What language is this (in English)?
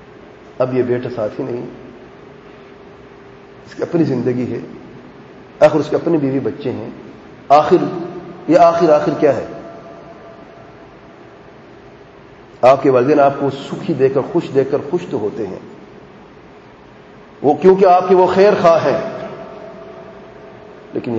Urdu